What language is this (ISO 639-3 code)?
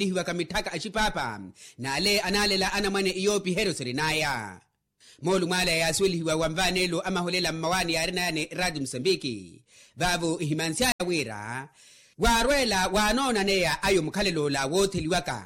vmw